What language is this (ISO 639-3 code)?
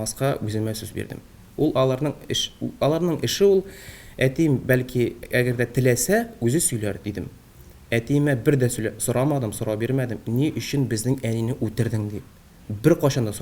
tat